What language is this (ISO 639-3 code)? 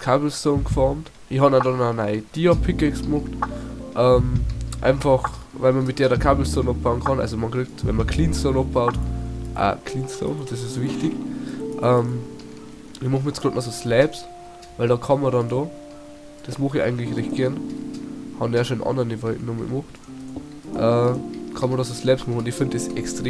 bar